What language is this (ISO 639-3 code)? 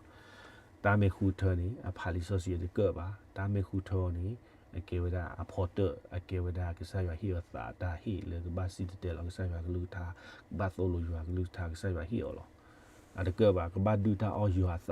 ksw